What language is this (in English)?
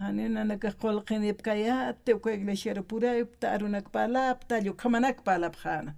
Aymara